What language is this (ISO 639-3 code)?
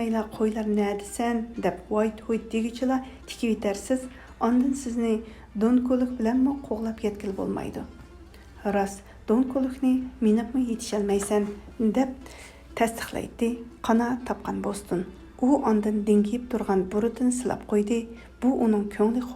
uig